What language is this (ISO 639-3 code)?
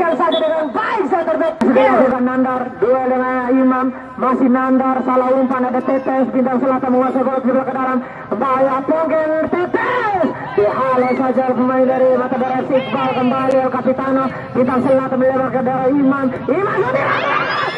ind